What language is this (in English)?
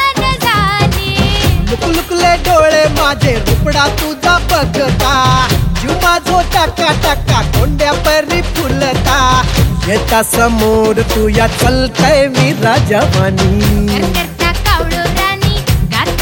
Marathi